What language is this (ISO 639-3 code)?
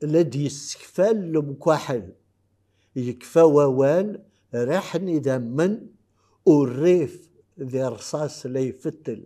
kab